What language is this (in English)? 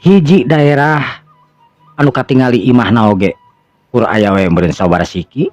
Sundanese